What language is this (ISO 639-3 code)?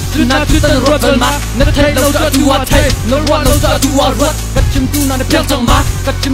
cnh